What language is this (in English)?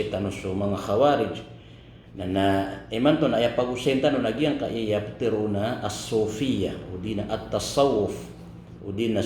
Maranao